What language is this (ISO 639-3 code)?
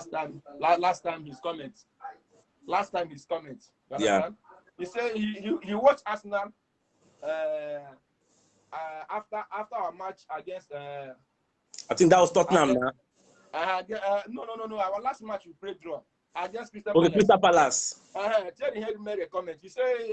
pcm